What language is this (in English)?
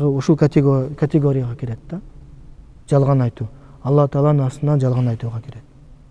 Kyrgyz